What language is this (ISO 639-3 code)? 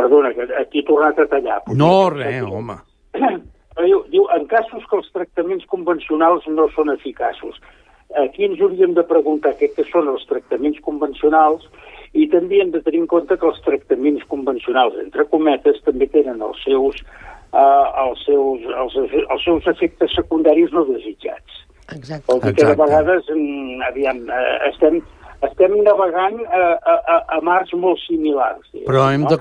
cat